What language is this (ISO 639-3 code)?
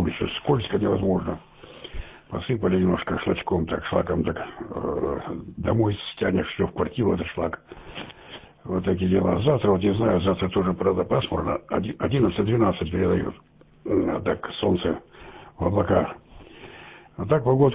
rus